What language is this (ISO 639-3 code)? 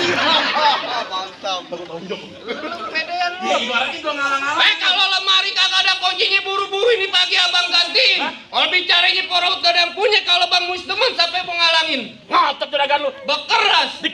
bew